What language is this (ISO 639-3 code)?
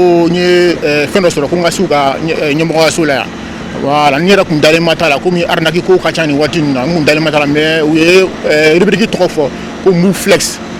bam